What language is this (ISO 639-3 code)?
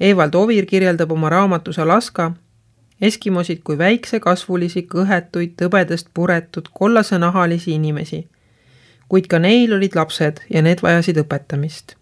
est